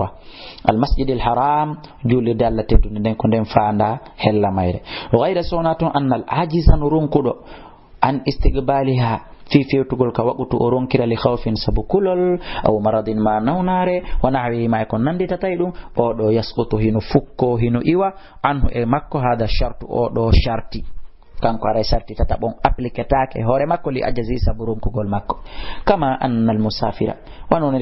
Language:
Fula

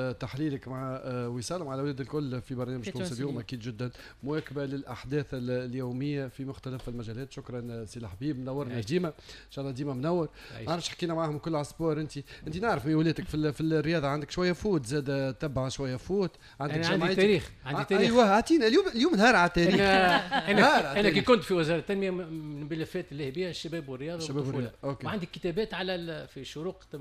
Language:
Tunisian Arabic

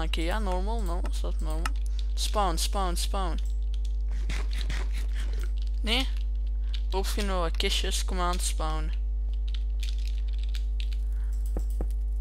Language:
Dutch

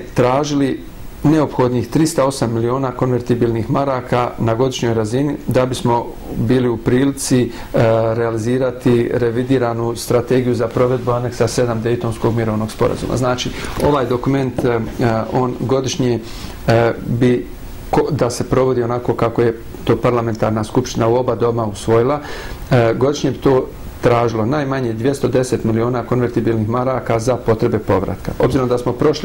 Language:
Bosnian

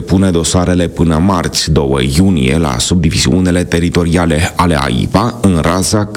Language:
Romanian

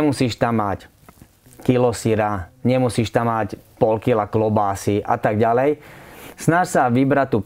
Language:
Slovak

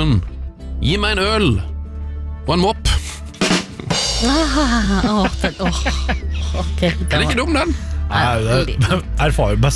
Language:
Norwegian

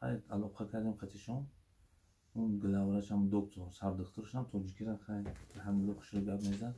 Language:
Tajik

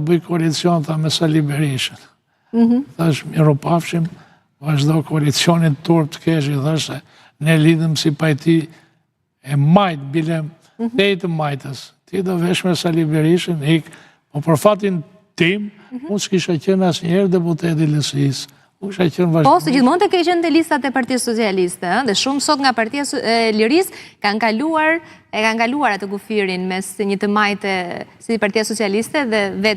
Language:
Albanian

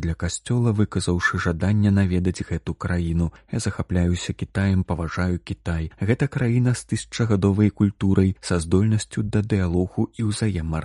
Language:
Belarusian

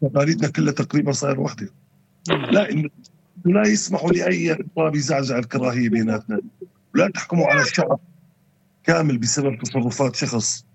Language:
North Levantine Arabic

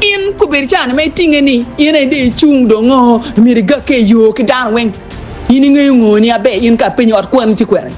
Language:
Acoli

